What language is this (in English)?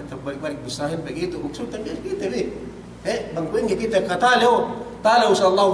Yakan